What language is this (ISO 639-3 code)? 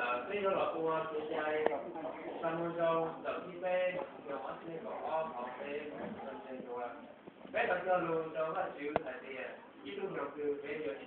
hmn